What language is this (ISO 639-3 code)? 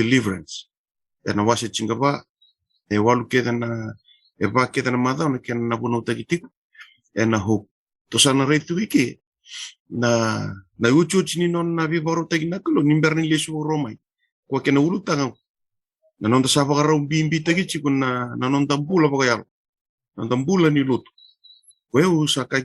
fij